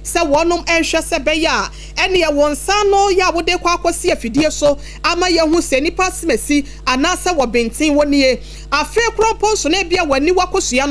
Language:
Akan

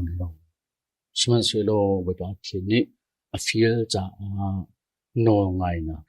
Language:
Hakha Chin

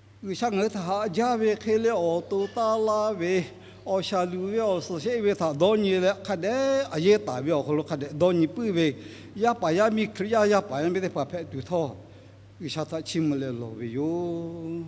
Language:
Lahu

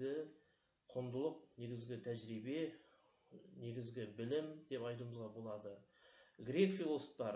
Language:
Kazakh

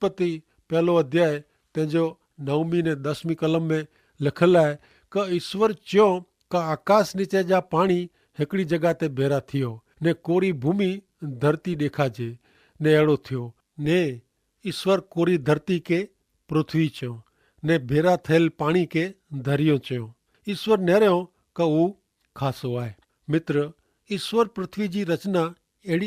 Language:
Kachhi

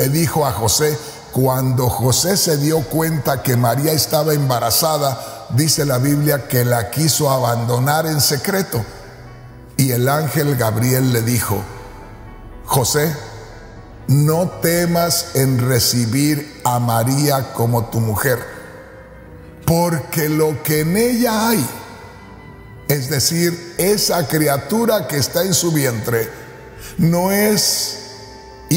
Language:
Spanish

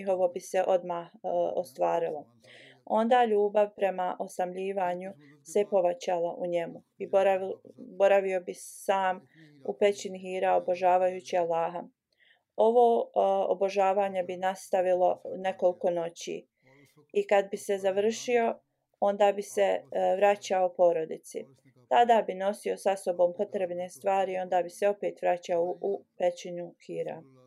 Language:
Bosnian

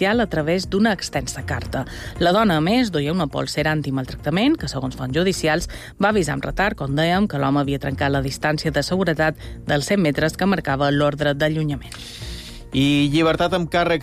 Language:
Catalan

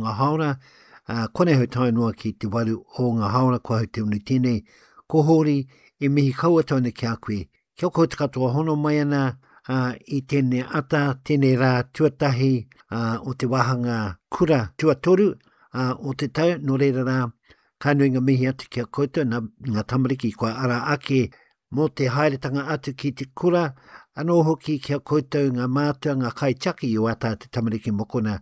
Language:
Māori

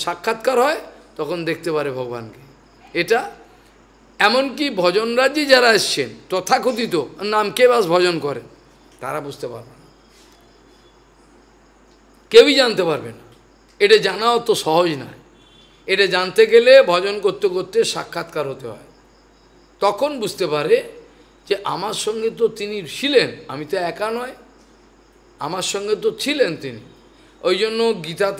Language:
Bangla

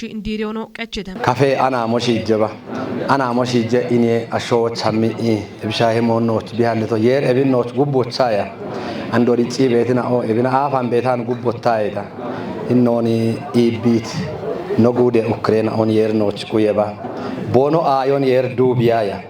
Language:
Kafa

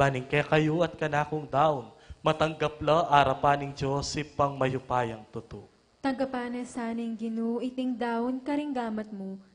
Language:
Pampanga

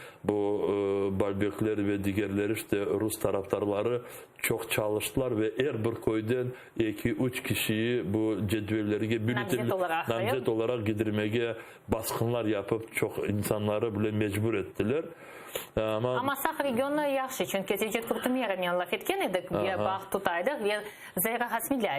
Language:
Crimean Tatar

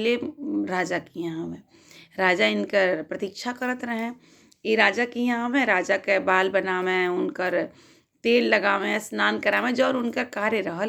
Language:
Bhojpuri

